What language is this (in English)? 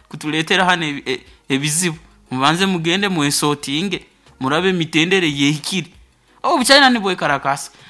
Nyoro